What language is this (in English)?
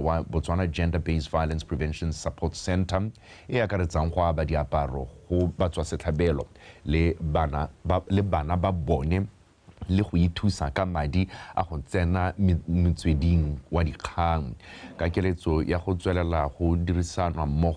Tswana